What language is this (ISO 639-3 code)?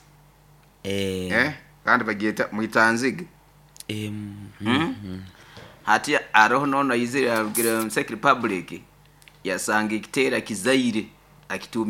nyo